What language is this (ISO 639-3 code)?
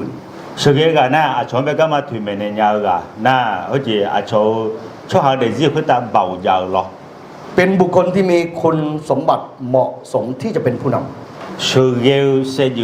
ahk